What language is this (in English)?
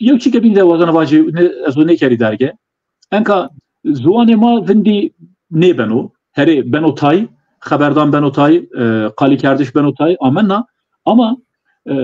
Zaza